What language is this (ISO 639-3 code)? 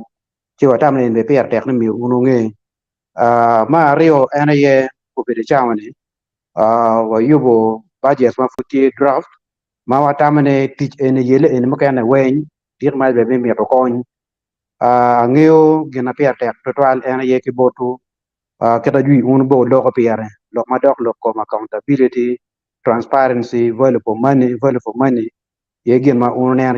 ach